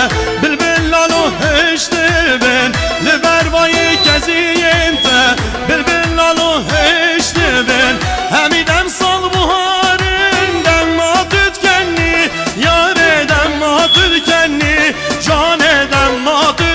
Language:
Kurdish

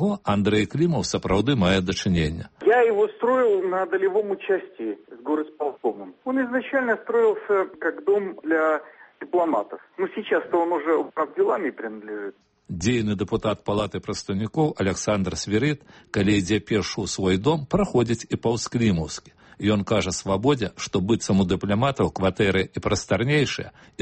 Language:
Belarusian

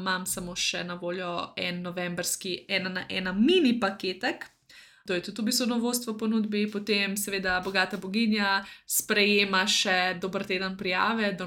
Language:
Slovenian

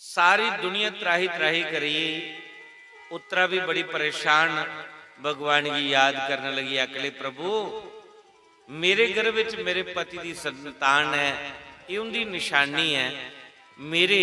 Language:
Dogri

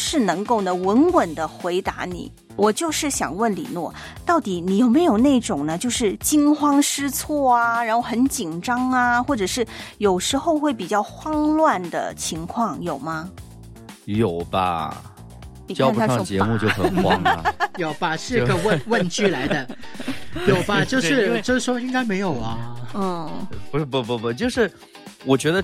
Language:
Chinese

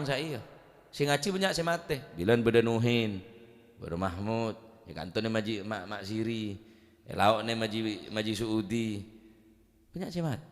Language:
Madurese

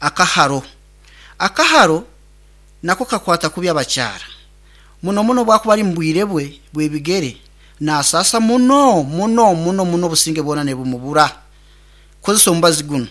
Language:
Nyoro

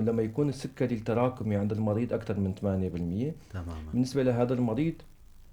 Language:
North Levantine Arabic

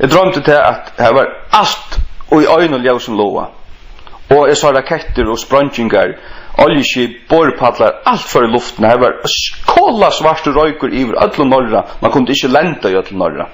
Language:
Faroese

